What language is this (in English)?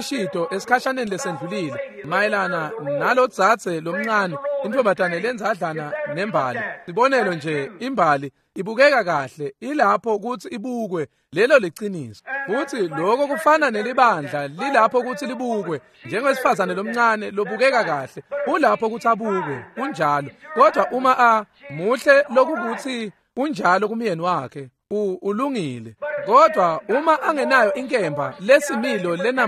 Swati